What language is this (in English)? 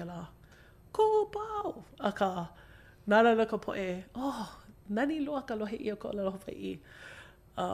Hawaiian